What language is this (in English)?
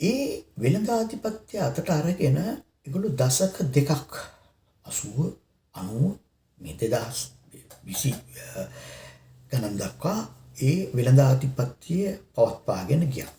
Sinhala